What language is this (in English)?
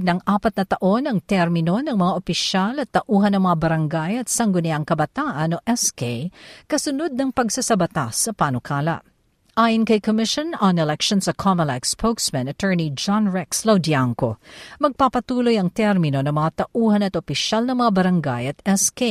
Filipino